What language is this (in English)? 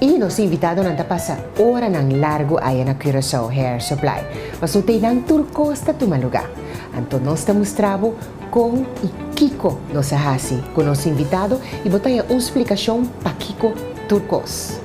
Papiamento